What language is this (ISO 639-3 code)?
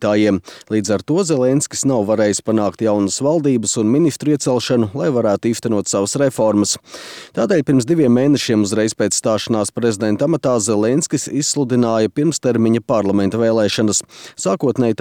lav